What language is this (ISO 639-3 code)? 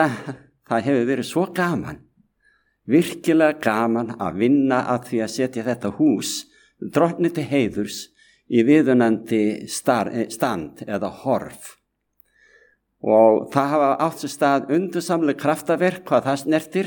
isl